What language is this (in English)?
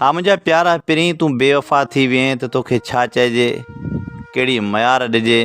Sindhi